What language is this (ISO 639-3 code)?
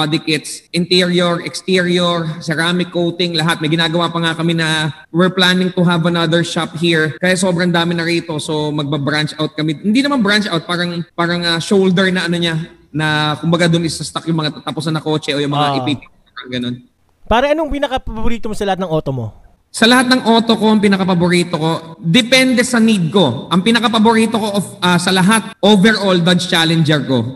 fil